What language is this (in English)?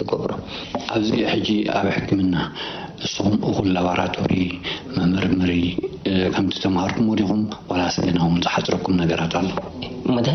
Tigrinya